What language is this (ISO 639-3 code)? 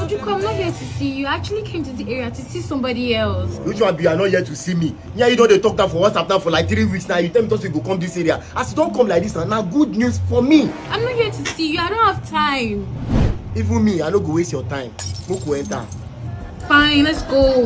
pcm